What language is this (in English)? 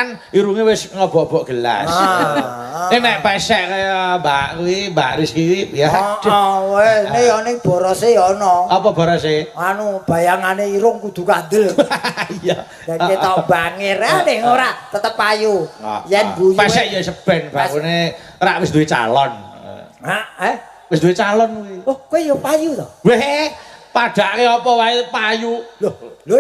Javanese